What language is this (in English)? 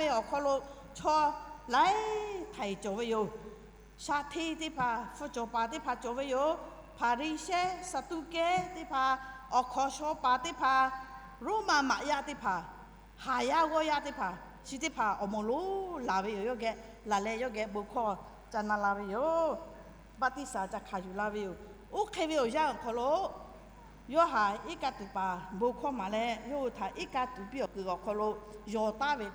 Lahu